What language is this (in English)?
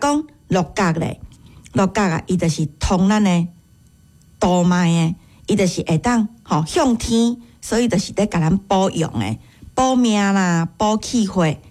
Min Nan Chinese